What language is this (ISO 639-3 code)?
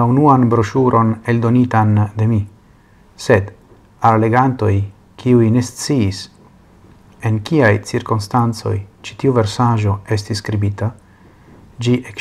epo